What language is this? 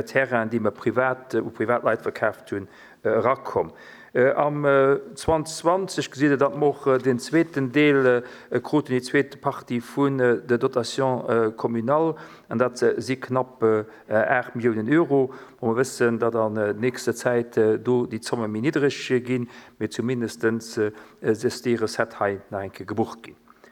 Luxembourgish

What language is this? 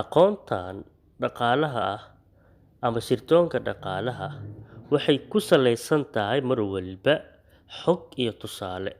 Somali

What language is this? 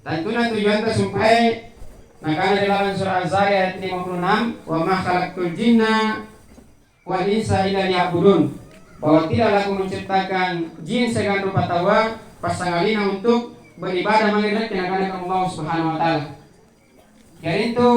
Makasar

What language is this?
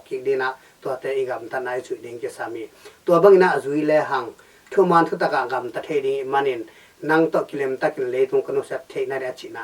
Tedim Chin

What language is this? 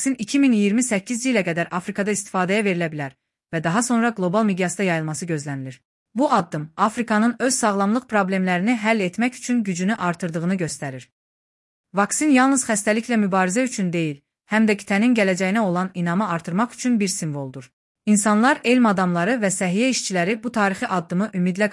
Azerbaijani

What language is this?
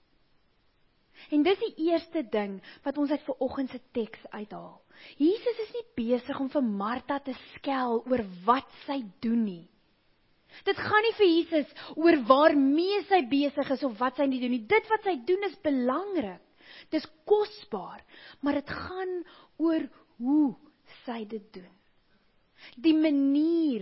Afrikaans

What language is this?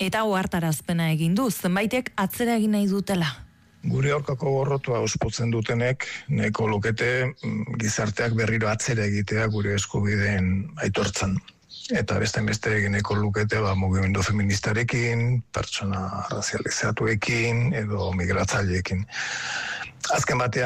Basque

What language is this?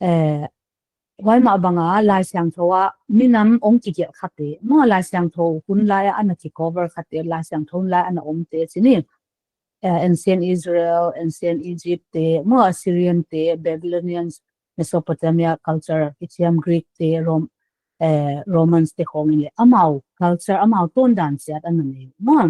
Paite Chin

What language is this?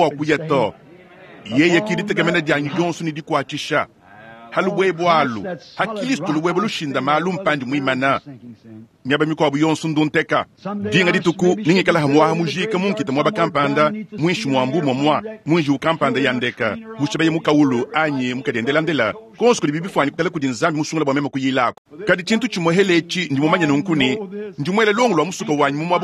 Luba-Lulua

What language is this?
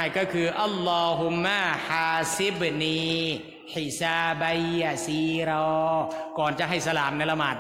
Thai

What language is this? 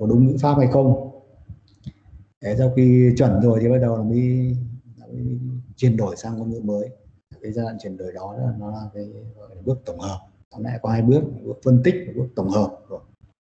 Vietnamese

